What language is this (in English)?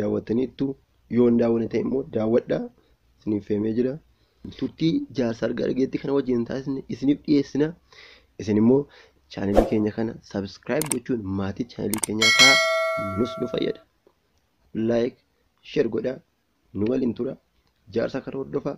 Oromo